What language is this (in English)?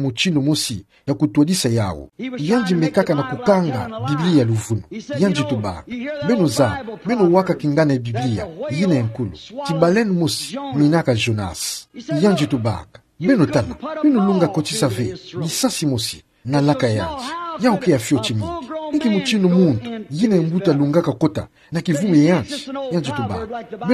Kituba (Democratic Republic of Congo)